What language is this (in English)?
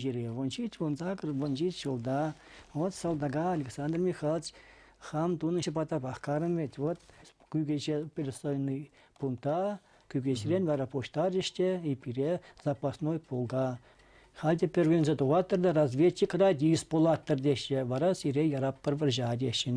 Chuvash